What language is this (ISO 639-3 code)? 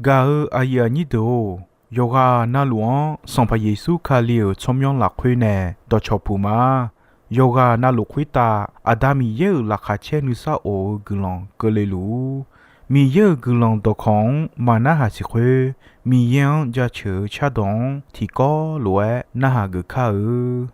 ahk